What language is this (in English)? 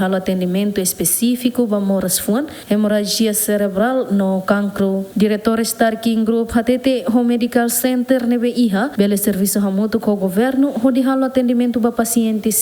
Tetum